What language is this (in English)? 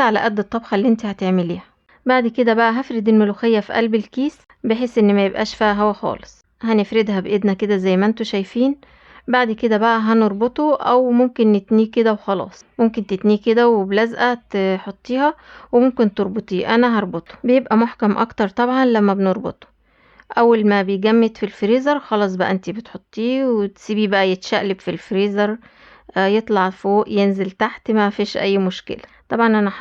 Egyptian Arabic